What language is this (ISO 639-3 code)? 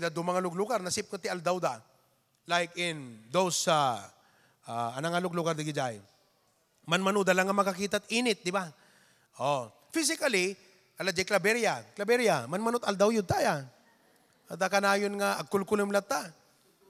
ilo